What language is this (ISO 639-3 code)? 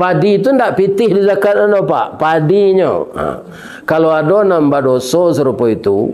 min